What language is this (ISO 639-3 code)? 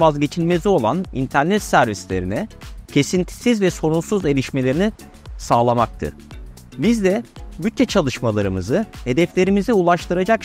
tur